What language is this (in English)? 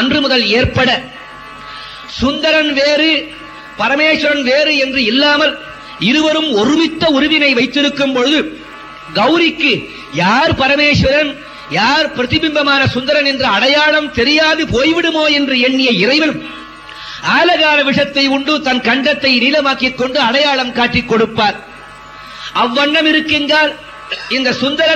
Tamil